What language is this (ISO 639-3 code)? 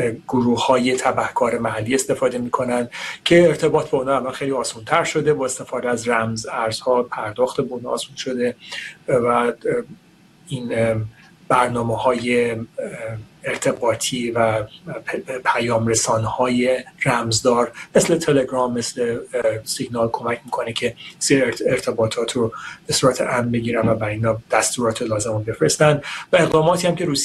fas